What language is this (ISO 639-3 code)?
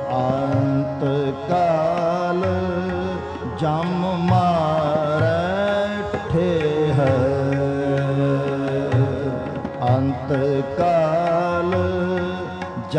pan